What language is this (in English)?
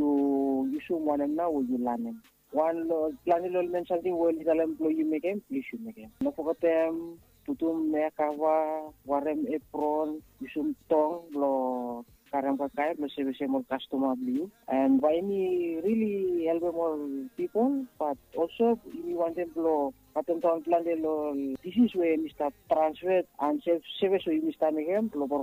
Bislama